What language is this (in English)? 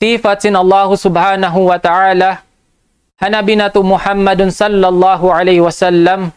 Tausug